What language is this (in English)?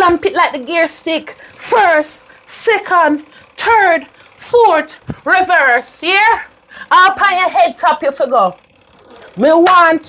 Jamaican Creole English